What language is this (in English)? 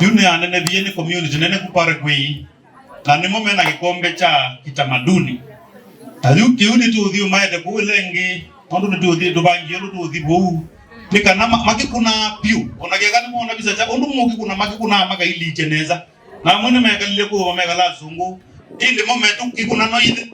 Kamba